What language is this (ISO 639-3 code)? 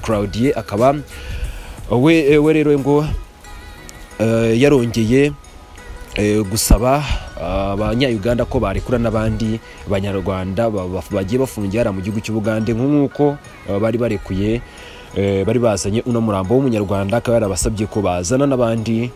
kin